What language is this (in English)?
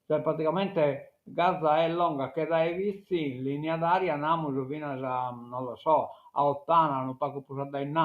Sardinian